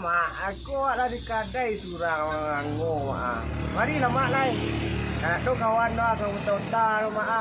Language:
Minangkabau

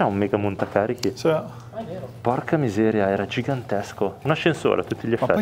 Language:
Italian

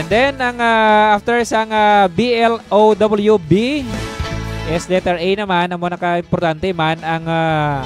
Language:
Hiligaynon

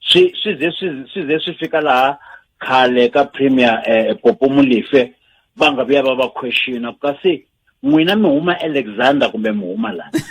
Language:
Tsonga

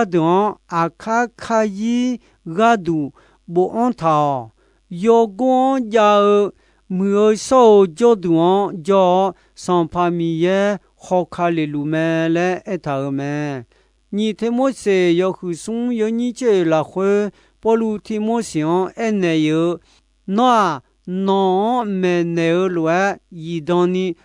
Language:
Akha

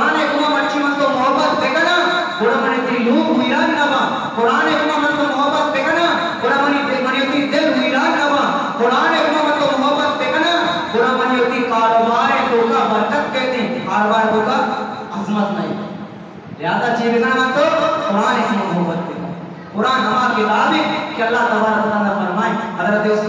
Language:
Eastern Balochi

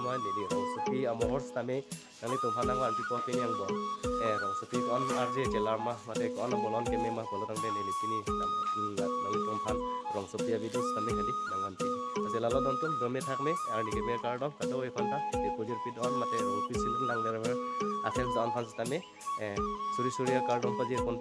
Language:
Karbi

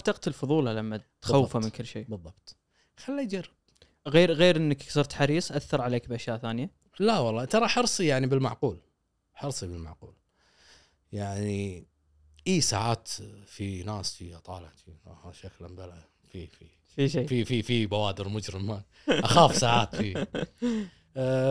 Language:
Gulf Arabic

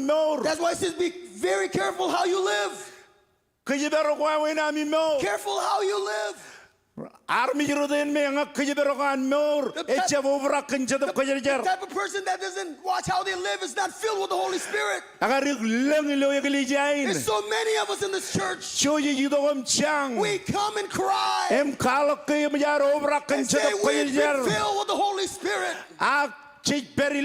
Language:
Marshallese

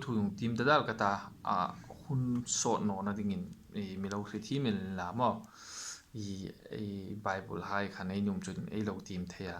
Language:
Hmar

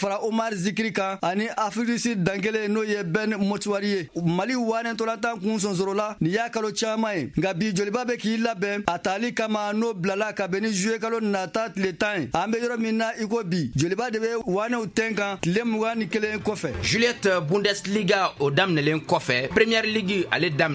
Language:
Bambara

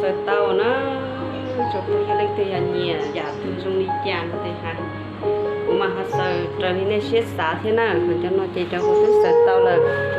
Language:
Hmong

